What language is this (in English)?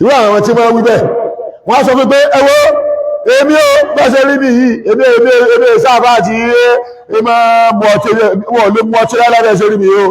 Yoruba